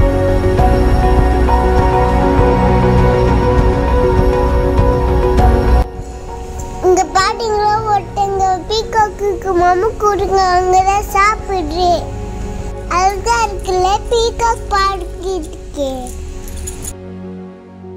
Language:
Tamil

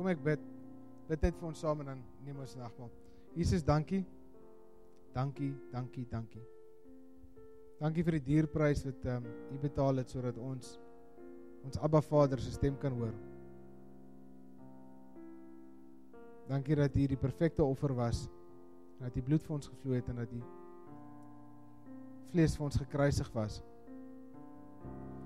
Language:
Afrikaans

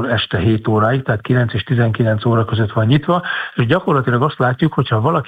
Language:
Hungarian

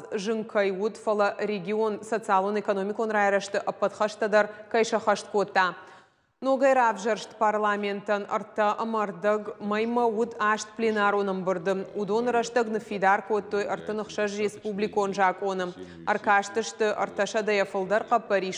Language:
Ossetic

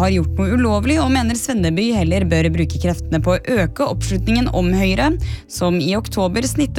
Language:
Norwegian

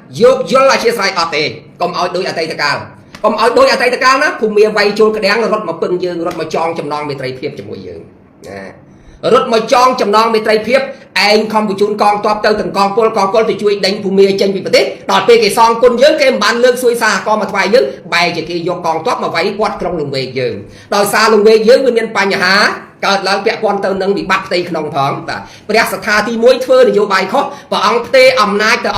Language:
Khmer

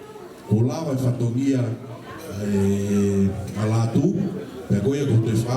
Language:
Tongan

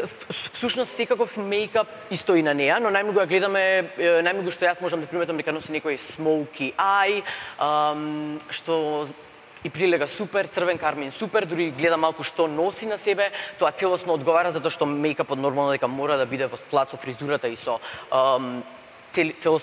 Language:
Macedonian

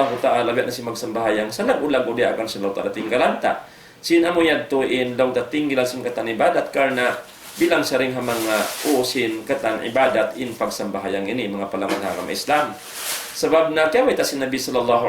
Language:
Tausug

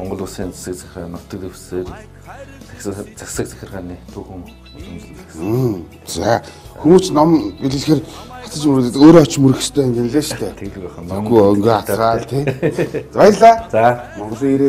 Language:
Mongolian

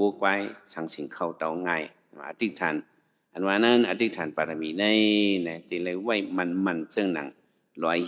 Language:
Shan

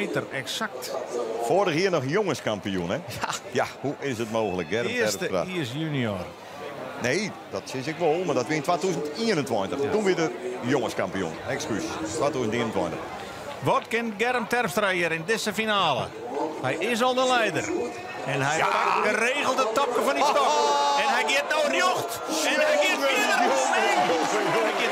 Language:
Western Frisian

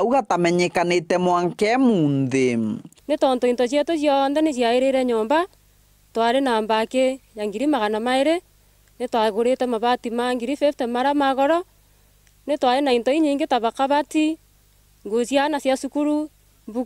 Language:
Meru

